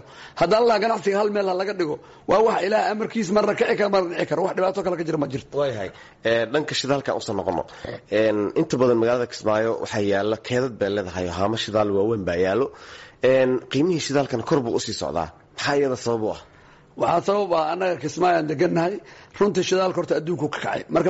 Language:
Somali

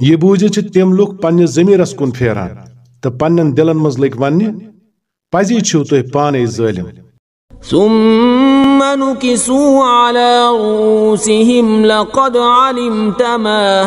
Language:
Kashmiri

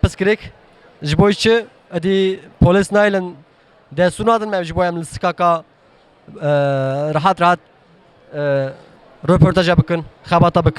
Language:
Kurdish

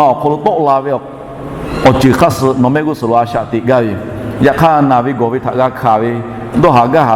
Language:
Lahu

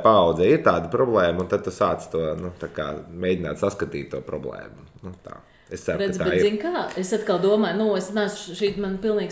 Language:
Latvian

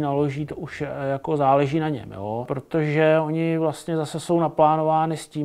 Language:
Czech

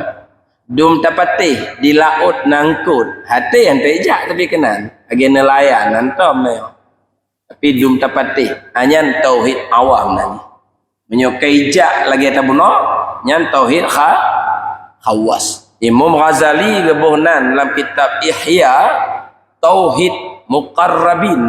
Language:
Achinese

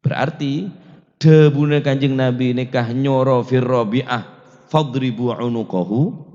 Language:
Madurese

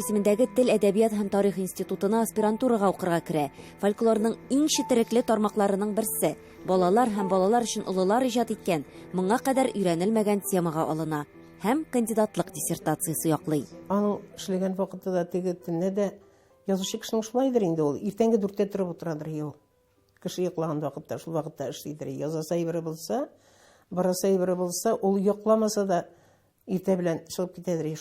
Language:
Tatar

